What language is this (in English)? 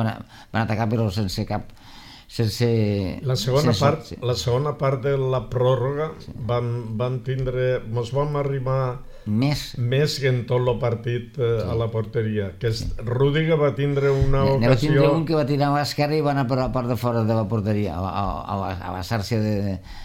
Catalan